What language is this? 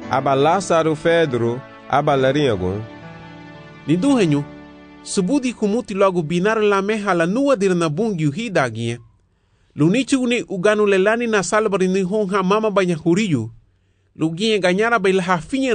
Garifuna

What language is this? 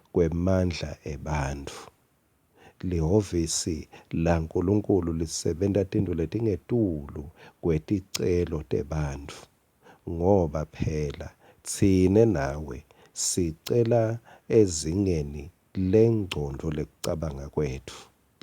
Swati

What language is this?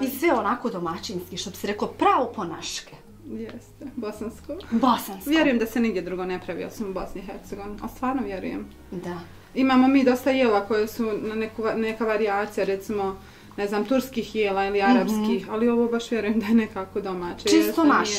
Bosnian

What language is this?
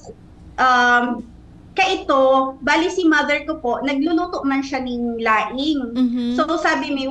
Bikol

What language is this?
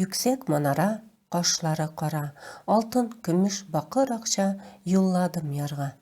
Tatar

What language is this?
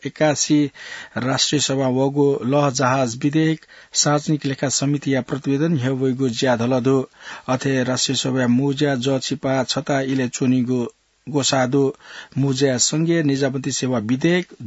Newari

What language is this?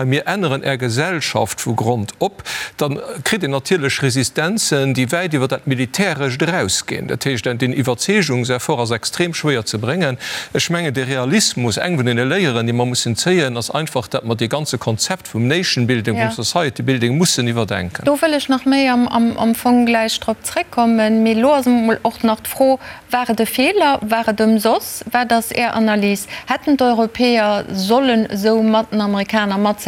Luxembourgish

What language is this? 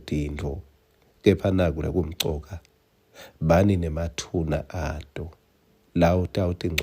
Swati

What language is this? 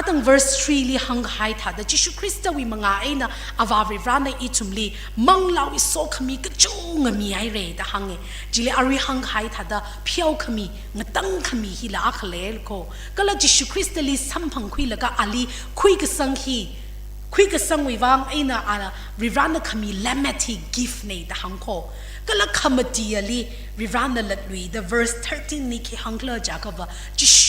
Tangkhul Naga (India)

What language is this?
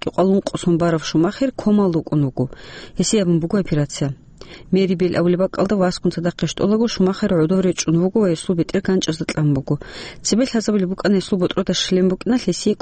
Avaric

